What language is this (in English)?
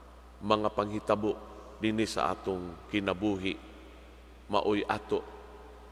Cebuano